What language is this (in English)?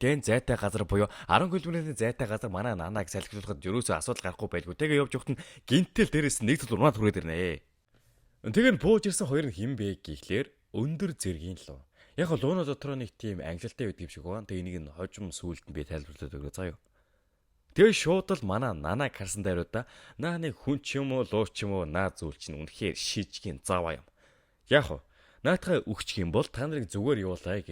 Mongolian